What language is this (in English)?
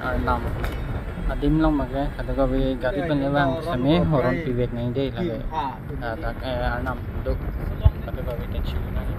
Karbi